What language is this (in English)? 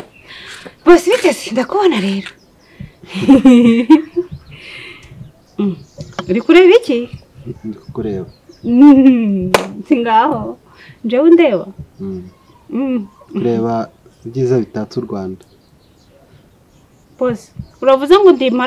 Kinyarwanda